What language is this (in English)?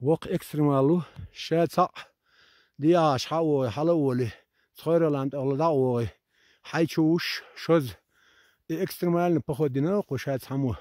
Chechen